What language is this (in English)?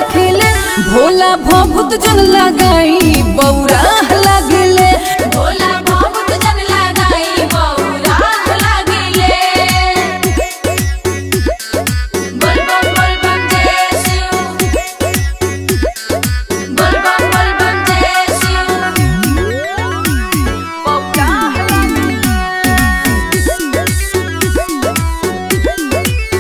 Bhojpuri